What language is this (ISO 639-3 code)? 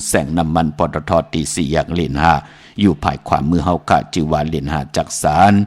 shn